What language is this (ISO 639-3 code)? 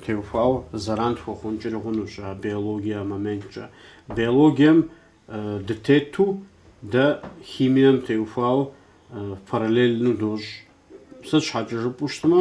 kbd